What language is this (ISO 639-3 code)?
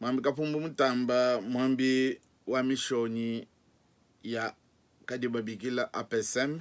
lua